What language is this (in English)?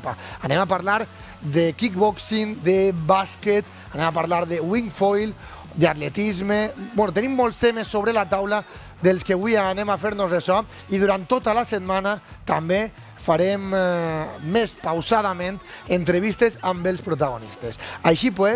Catalan